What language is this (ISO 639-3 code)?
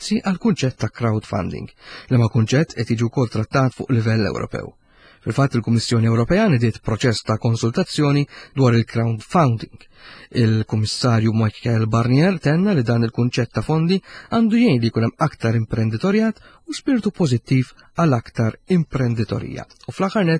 mlt